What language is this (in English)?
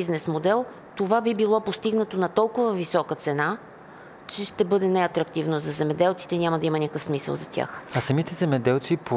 Bulgarian